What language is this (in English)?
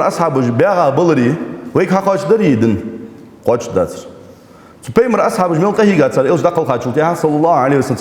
Ingush